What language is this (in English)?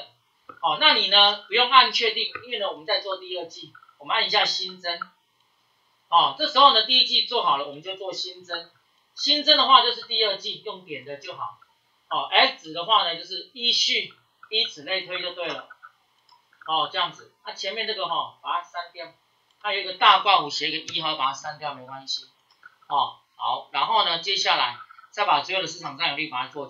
Chinese